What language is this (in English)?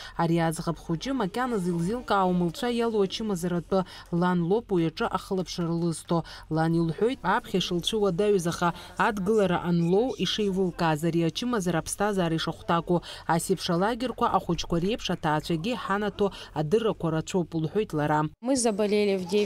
Abkhazian